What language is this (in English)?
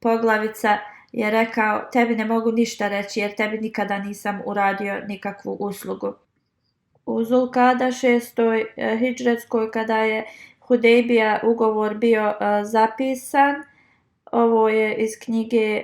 Bosnian